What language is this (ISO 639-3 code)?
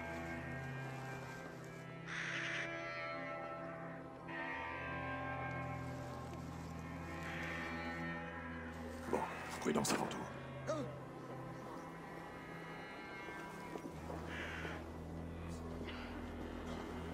fra